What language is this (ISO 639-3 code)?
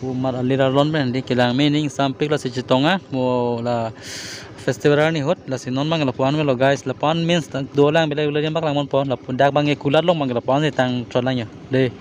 mjw